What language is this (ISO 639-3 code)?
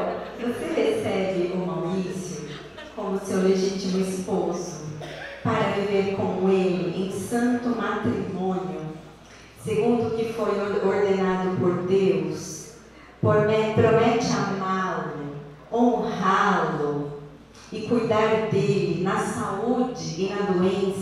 por